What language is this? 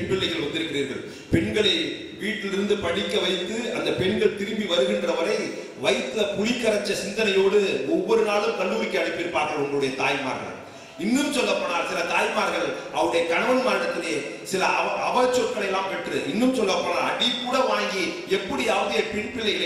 Tamil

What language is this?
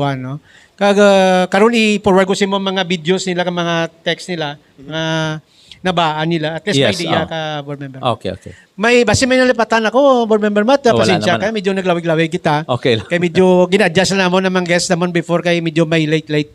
Hiligaynon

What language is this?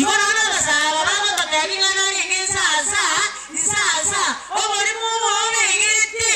Gusii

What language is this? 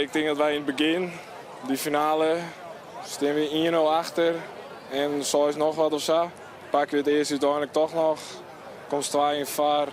Western Frisian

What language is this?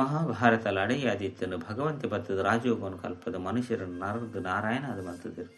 Tulu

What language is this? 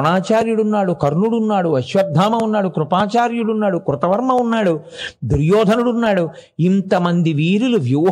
Telugu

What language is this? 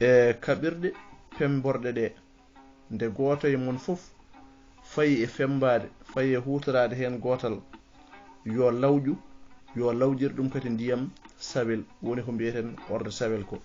Fula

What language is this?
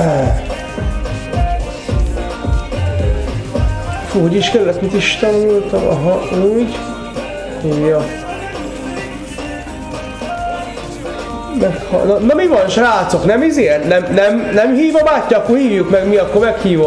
Hungarian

